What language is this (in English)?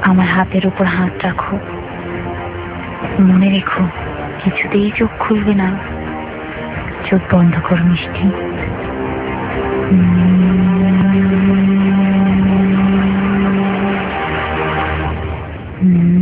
Bangla